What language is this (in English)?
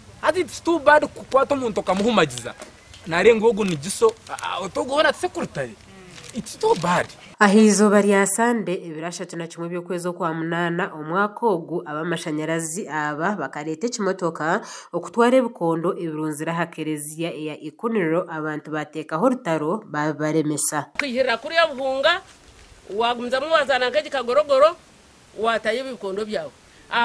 Nyankole